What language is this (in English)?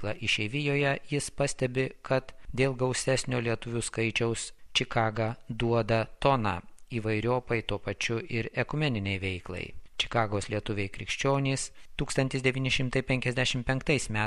Lithuanian